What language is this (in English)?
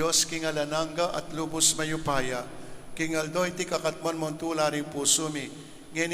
Pampanga